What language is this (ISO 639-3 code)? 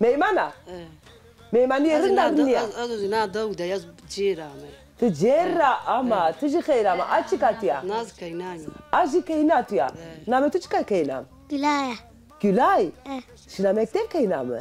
zza